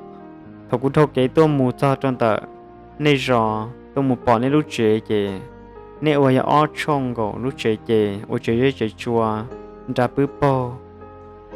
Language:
Hmong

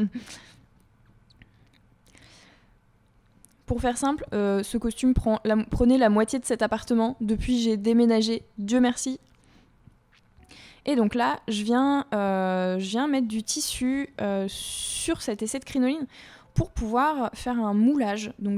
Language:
French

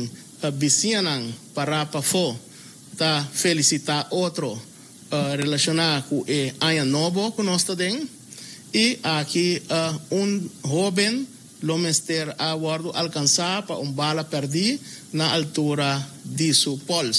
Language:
Papiamento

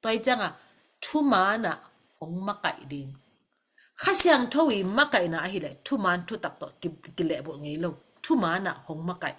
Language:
Tedim Chin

